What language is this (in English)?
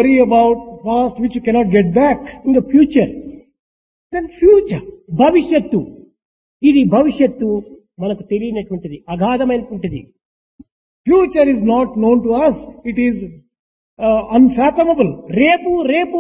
Telugu